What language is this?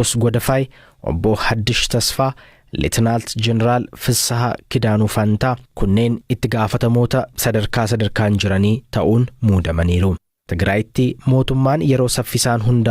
Oromo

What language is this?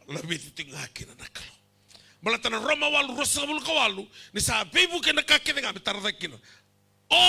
Fijian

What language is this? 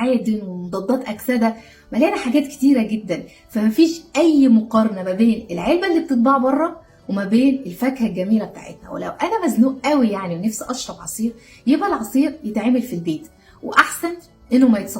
Egyptian Arabic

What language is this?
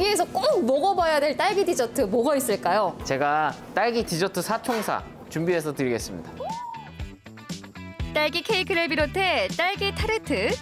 Korean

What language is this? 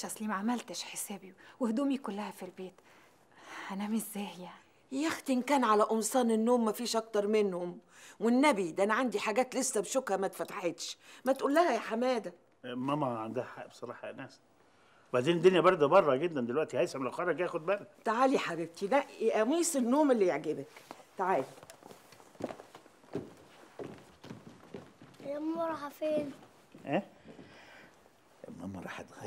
Egyptian Arabic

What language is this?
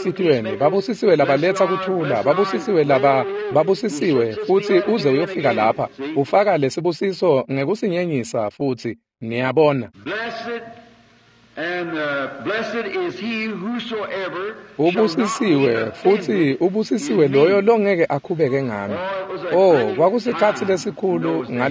Swati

